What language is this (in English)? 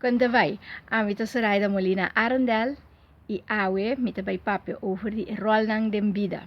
Papiamento